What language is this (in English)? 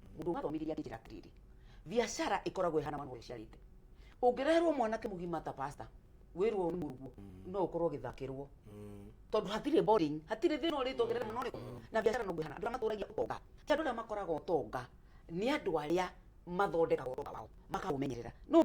Kikuyu